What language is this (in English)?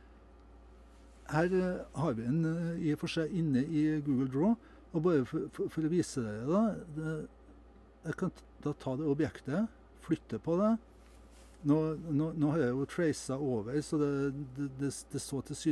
Norwegian